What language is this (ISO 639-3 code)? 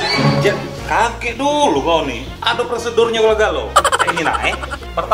mui